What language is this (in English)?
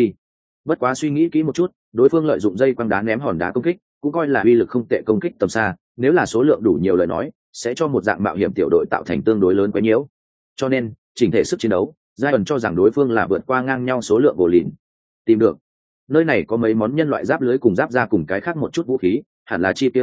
Vietnamese